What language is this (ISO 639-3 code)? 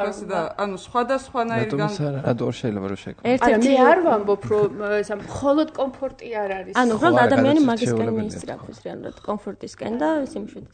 kat